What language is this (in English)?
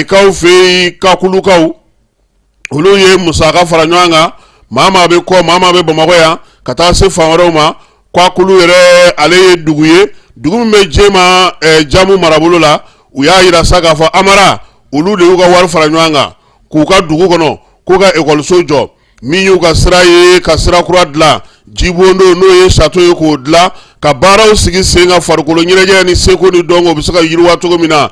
Bambara